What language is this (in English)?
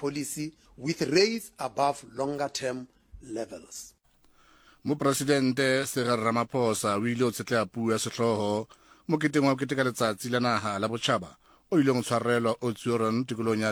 Southern Sotho